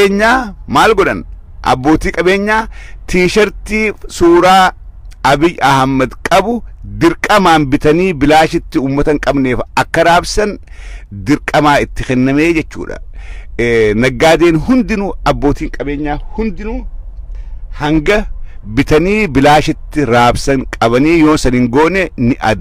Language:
Oromo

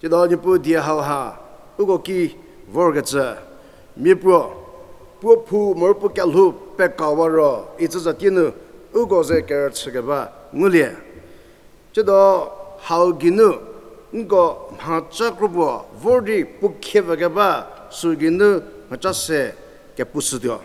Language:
Angami Naga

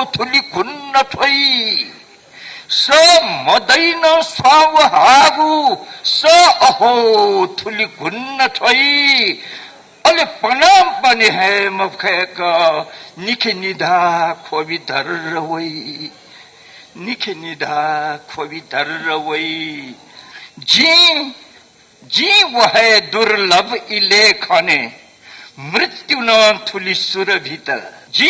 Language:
Newari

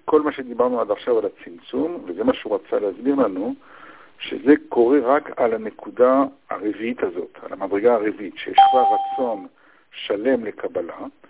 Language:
Hebrew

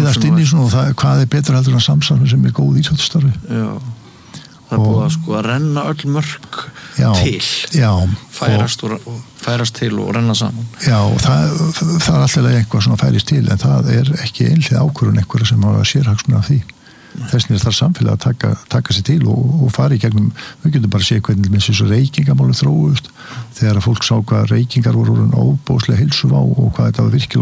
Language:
Icelandic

